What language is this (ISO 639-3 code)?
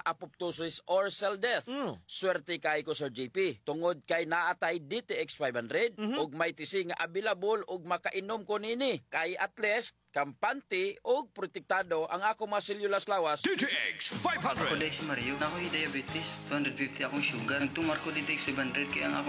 ceb